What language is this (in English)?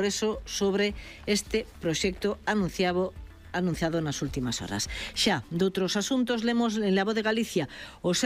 Galician